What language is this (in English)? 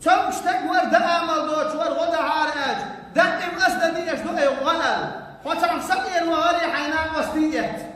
Chechen